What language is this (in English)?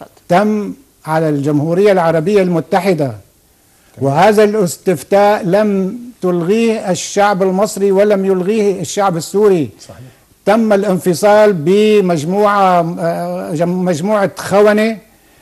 Arabic